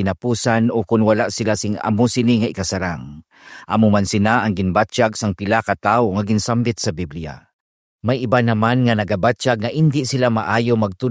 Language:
Hiligaynon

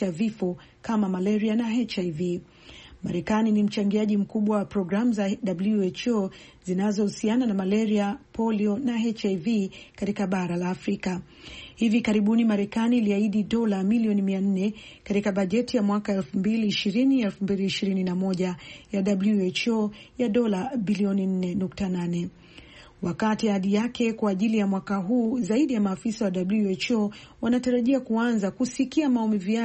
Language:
Swahili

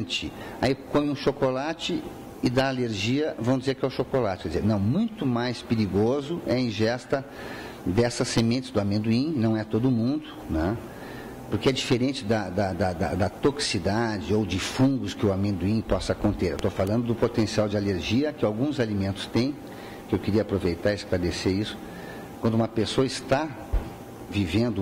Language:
Portuguese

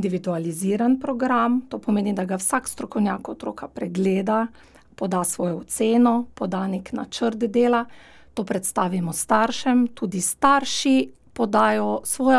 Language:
Slovenian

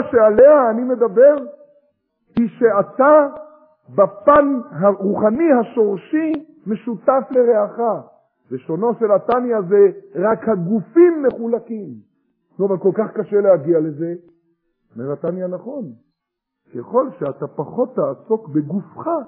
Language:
Hebrew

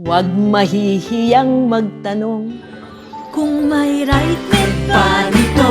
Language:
Cebuano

